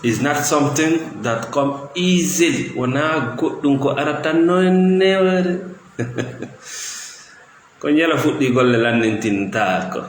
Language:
Fula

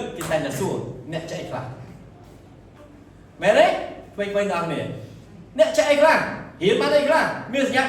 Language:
Khmer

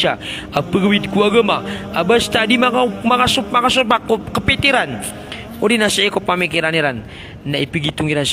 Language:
Maranao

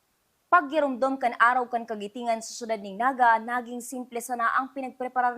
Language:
Bikol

